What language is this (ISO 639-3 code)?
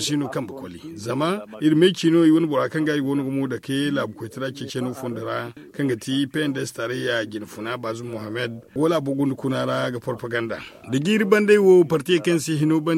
dje